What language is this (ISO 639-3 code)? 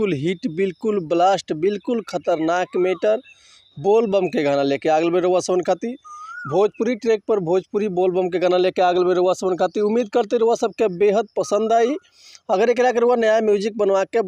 bho